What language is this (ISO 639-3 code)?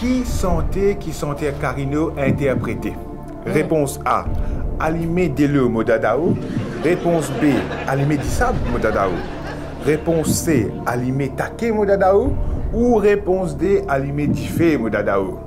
mfe